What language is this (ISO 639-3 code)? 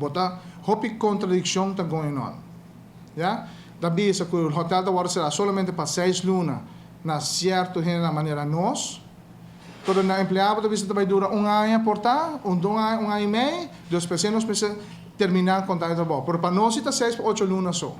pap